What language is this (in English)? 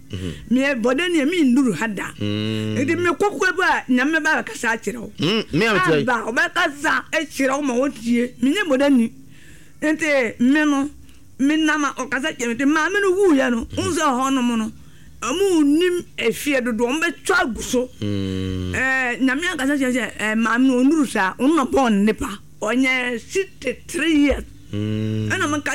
Akan